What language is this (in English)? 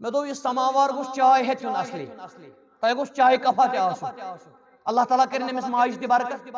Kashmiri